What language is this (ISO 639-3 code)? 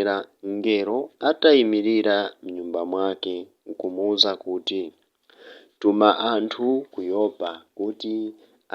nya